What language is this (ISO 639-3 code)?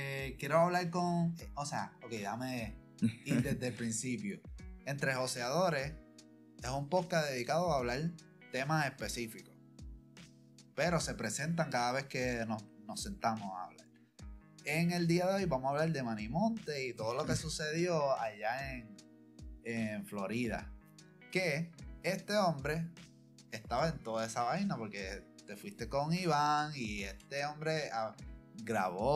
spa